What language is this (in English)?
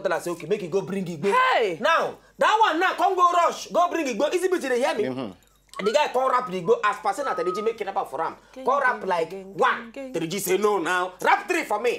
Nigerian Pidgin